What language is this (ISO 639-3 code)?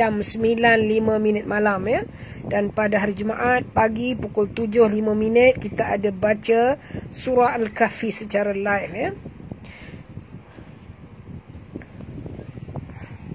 msa